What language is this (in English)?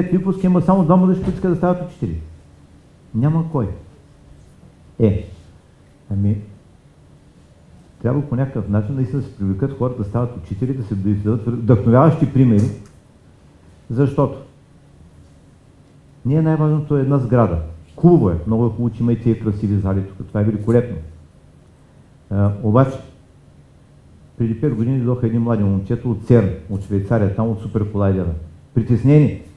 Bulgarian